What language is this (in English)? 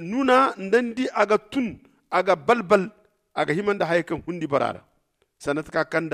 Zarma